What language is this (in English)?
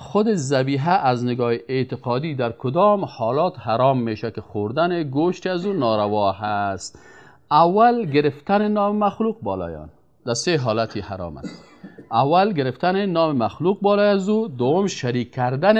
Persian